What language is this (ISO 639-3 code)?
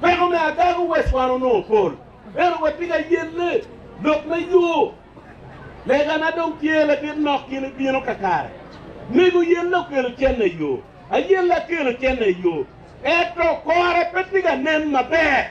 ach